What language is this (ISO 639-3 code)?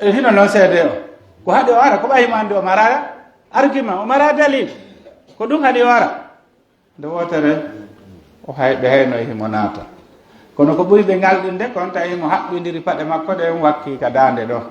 fuf